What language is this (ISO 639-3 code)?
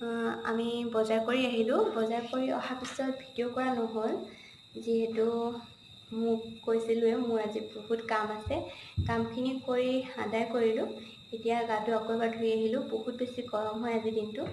asm